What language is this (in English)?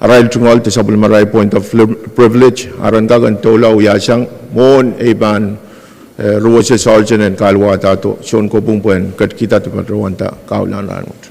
Pohnpeian